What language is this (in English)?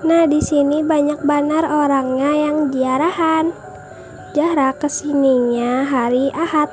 Banjar